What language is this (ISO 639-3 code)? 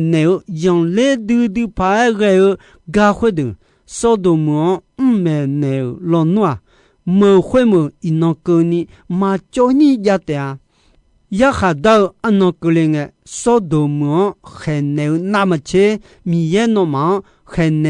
ahk